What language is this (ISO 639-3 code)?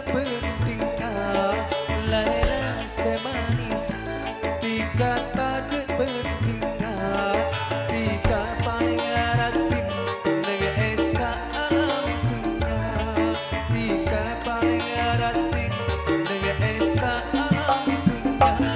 mad